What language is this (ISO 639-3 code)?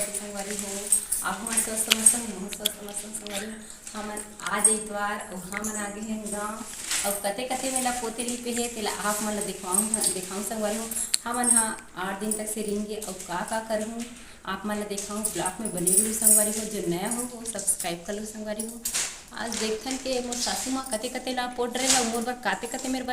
hne